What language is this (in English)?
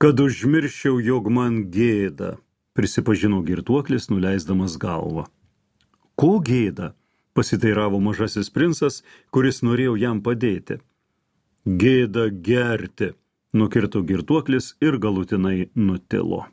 Lithuanian